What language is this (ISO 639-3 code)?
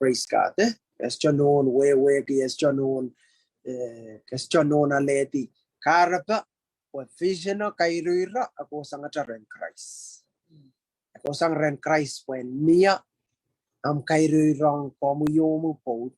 pon